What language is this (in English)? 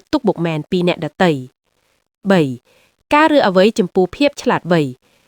Khmer